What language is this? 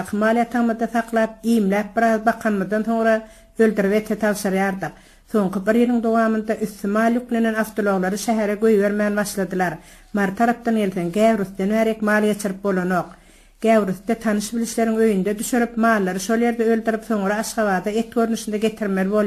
Turkmen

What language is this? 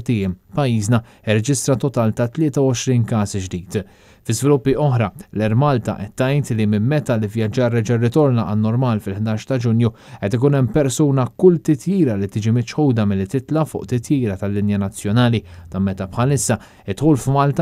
Maltese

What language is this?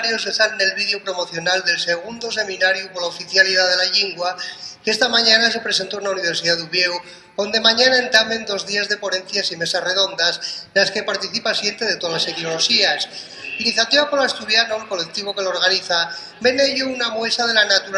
Asturian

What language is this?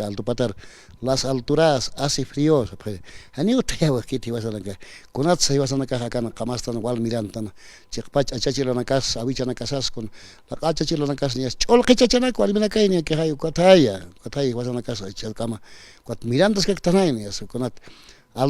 Aymara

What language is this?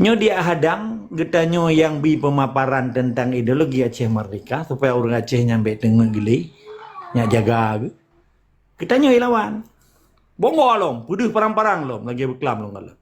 Achinese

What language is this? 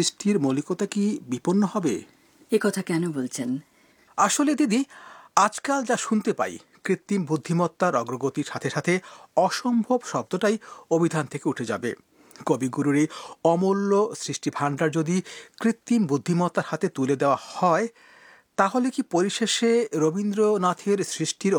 Bangla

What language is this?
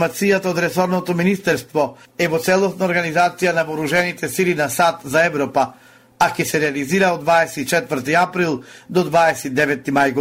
Macedonian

